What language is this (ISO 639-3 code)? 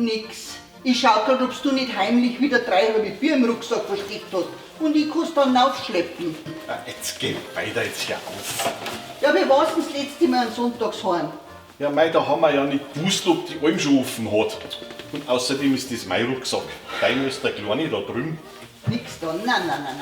bar